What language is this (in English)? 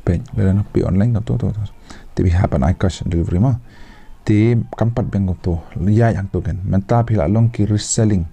Khasi